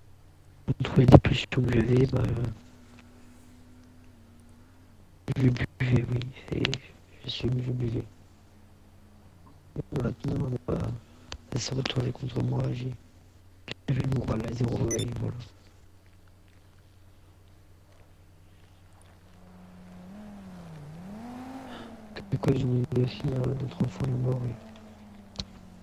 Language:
French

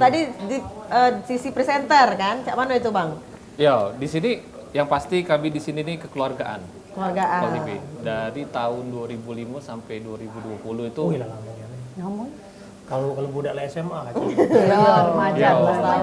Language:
Musi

